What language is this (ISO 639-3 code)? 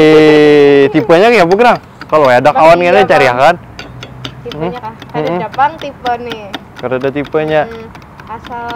bjn